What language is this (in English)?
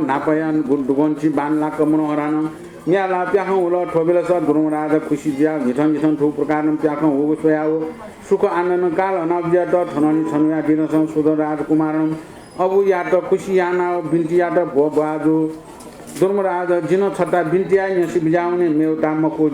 Newari